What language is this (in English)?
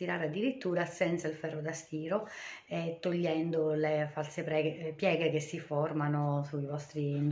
Italian